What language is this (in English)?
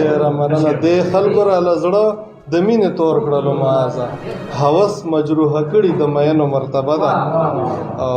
Pashto